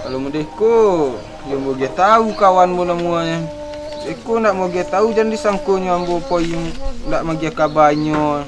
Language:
Minangkabau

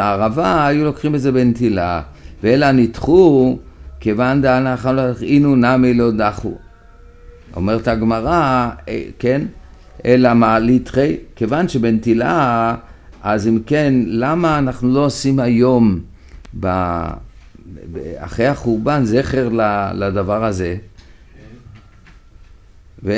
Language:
Hebrew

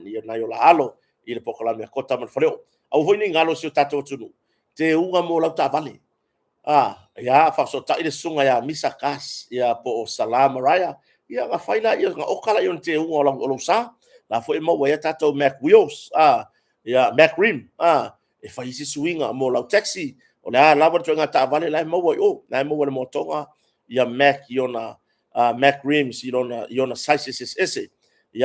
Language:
Samoan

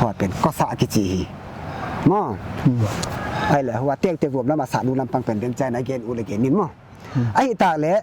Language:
Paite Chin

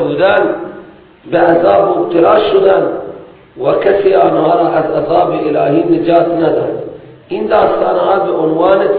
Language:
Persian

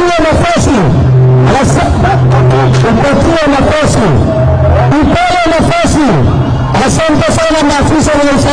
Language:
Swahili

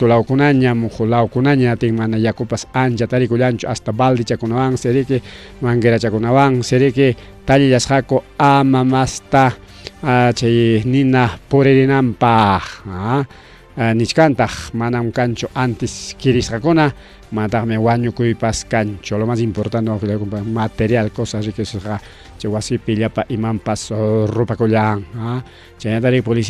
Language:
Ayacucho Quechua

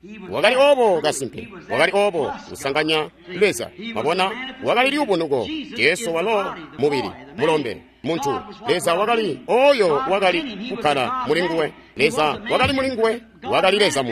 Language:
Tonga (Zambia)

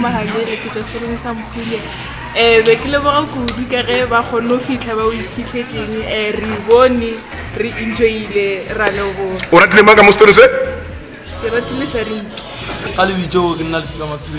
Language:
Tswana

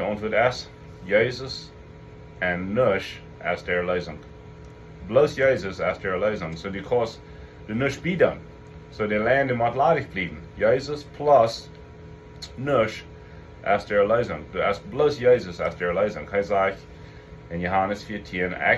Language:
Plautdietsch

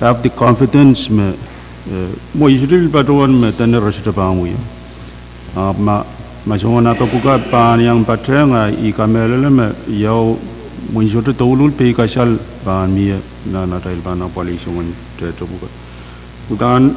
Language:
Pohnpeian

